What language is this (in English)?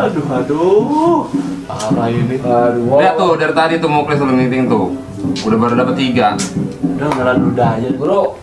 Betawi